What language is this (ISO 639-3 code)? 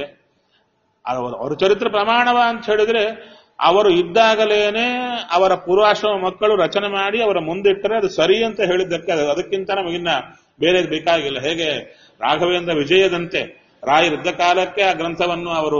kan